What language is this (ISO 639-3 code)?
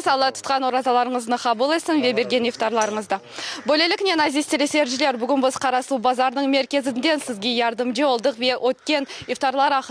crh